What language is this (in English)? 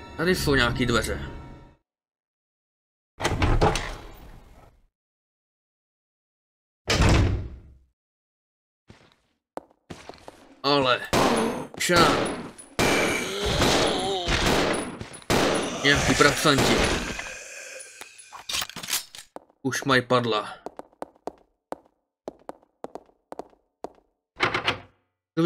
Czech